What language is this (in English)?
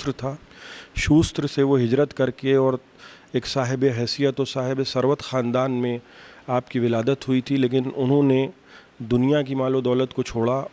Urdu